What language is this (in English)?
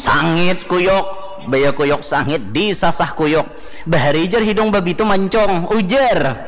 Banjar